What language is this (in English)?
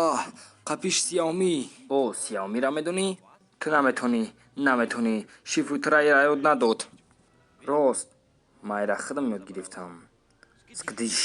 Tajik